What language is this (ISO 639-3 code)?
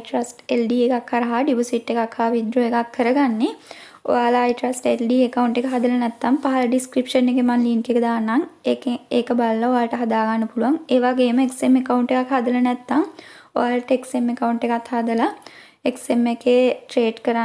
sin